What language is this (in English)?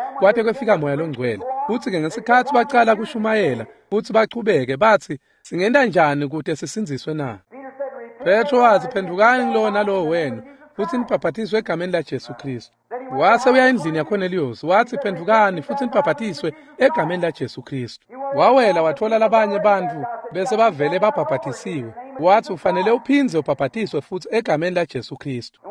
Swati